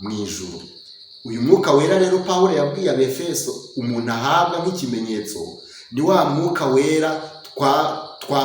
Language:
Kinyarwanda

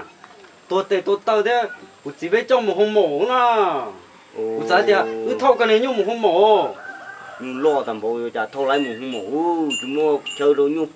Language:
Hmong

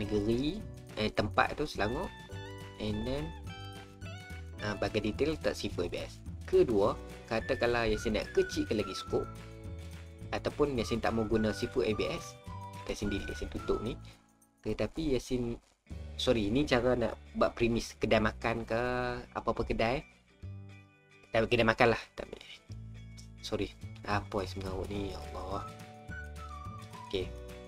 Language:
Malay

